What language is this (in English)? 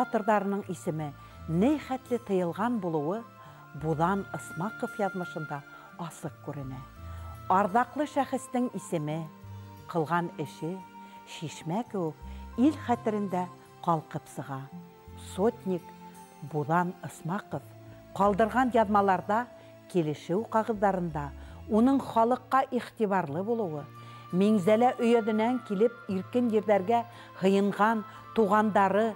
Bashkir